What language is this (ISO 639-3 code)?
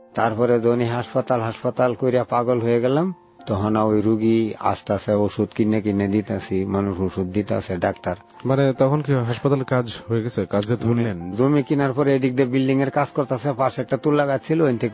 ben